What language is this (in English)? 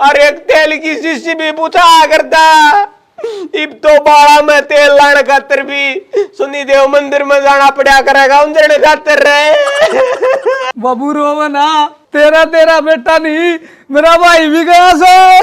Haryanvi